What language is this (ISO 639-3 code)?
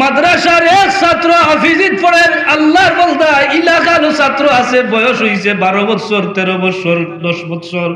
syl